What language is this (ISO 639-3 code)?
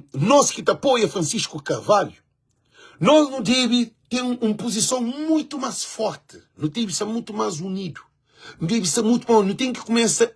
kea